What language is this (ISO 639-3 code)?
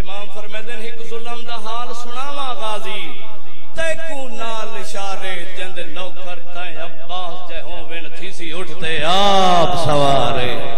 skr